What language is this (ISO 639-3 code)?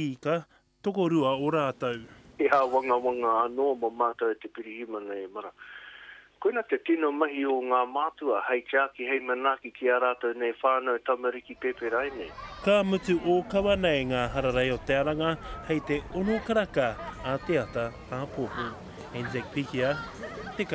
mri